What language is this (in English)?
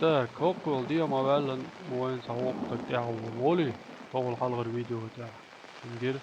Chechen